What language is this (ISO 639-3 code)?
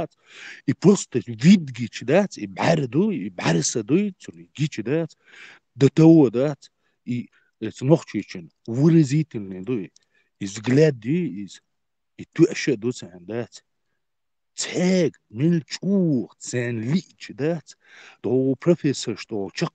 che